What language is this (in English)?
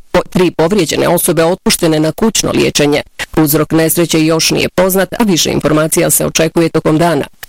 Bosnian